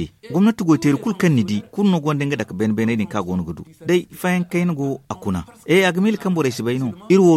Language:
Zarma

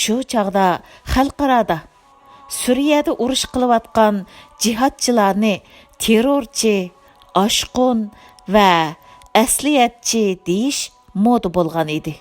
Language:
Uyghur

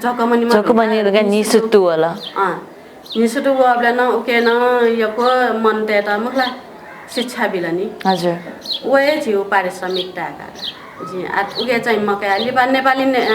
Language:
Newari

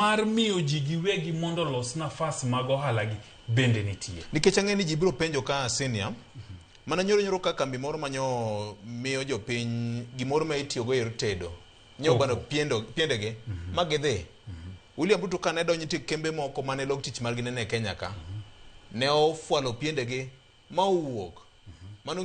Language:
Luo (Kenya and Tanzania)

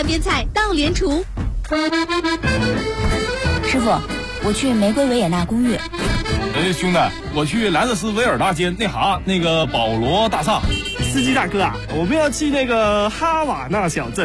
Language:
Chinese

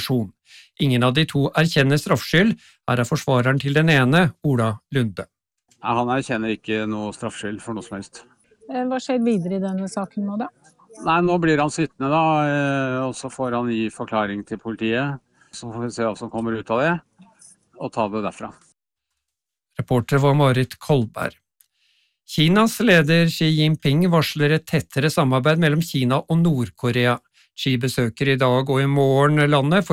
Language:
Norwegian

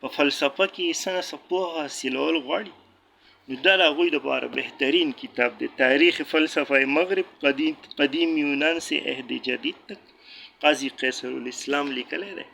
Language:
Pashto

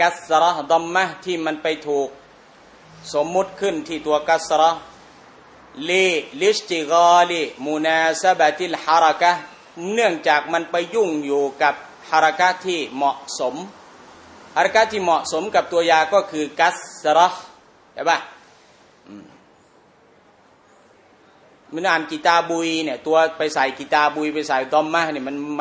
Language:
Thai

